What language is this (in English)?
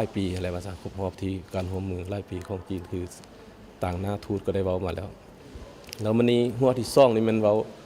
Lao